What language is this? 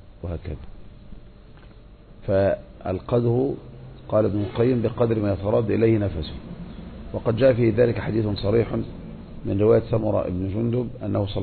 Arabic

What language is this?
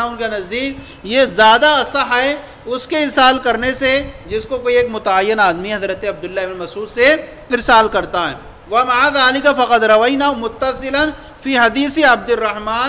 Urdu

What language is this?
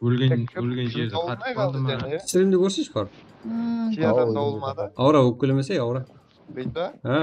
Kara-Kalpak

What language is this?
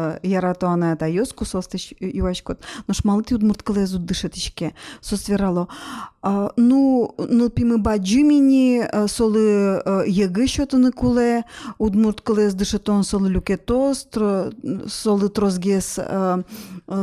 Udmurt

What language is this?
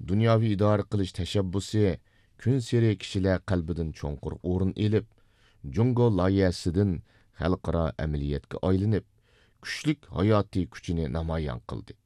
Uyghur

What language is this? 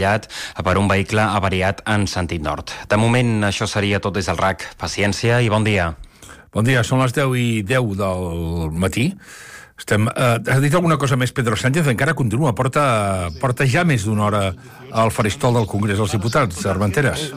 Catalan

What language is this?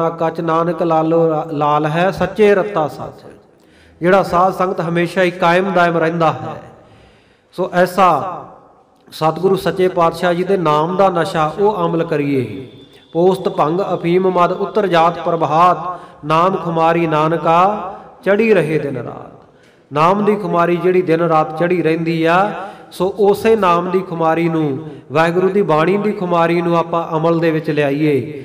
Punjabi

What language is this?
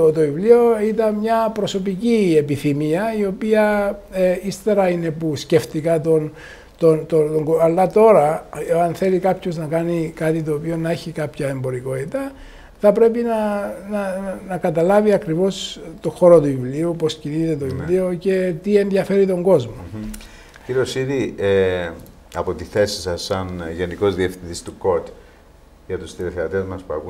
Greek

